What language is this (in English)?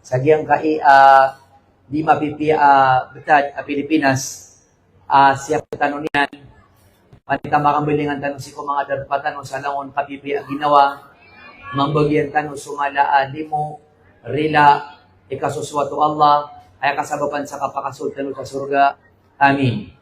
Maranao